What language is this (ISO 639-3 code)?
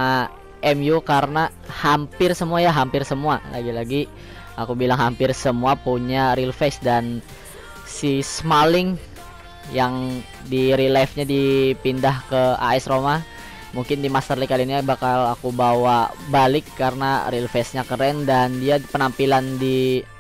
ind